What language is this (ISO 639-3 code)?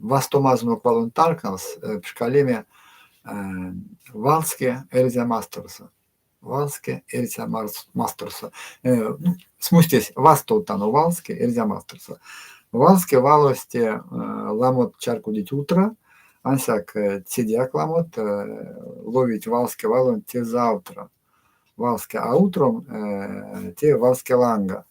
myv